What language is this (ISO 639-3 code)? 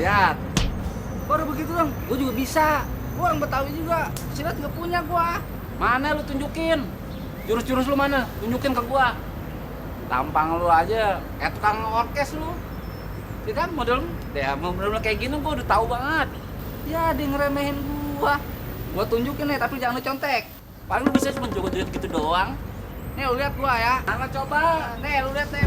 bew